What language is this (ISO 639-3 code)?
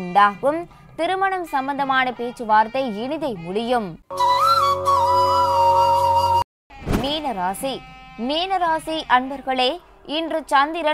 tam